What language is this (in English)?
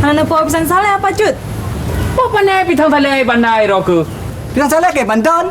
Achinese